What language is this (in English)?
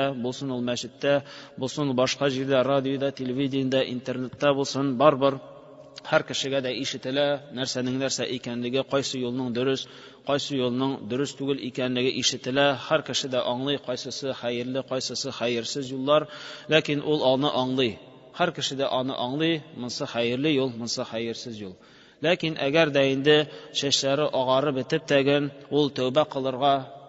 Tatar